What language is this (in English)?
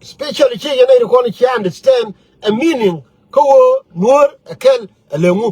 Nuer